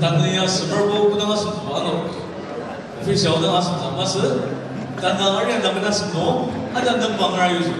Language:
Ao Naga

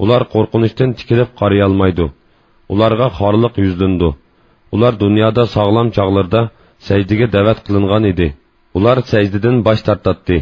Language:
Uyghur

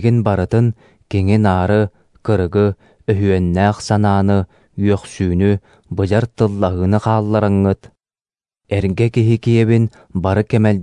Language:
Yakut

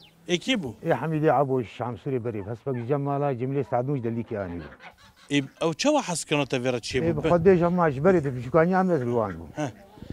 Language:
Kurdish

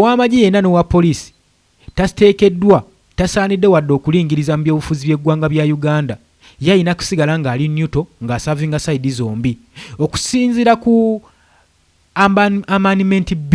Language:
Ganda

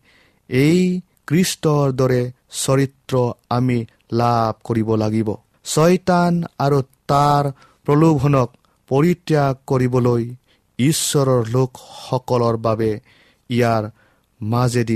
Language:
Assamese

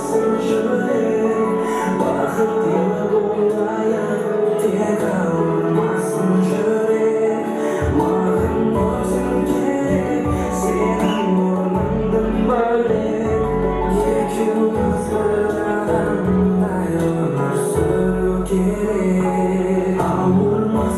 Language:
Kara-Kalpak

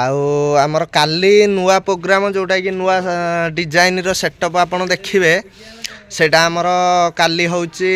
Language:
Odia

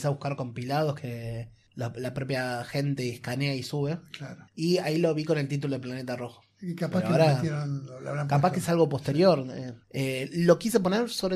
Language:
Spanish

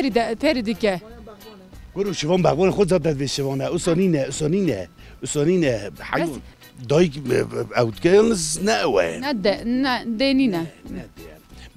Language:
Kurdish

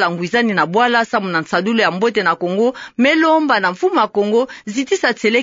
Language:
Kituba (Democratic Republic of Congo)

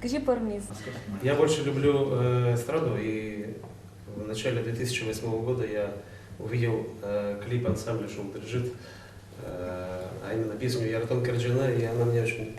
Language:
Udmurt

